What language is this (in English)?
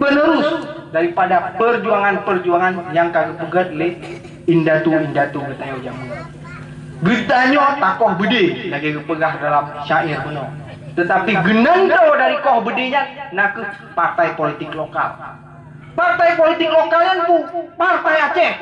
Achinese